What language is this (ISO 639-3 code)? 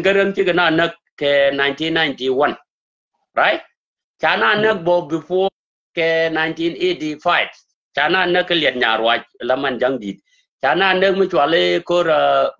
nus